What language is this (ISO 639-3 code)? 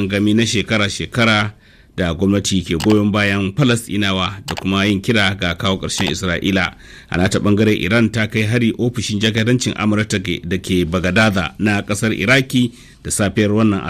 hau